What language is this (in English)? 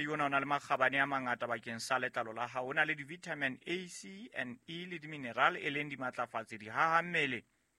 Southern Sotho